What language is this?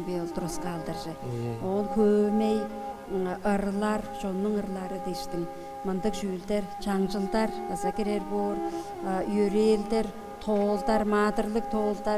Tuvinian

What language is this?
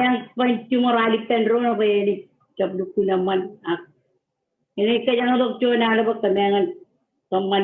Marshallese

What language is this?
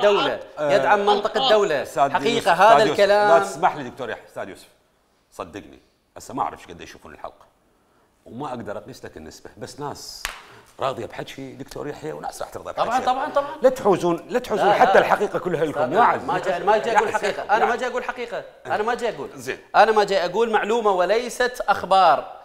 Mesopotamian Arabic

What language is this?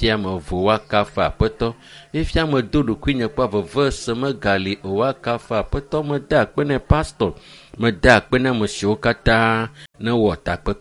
Ewe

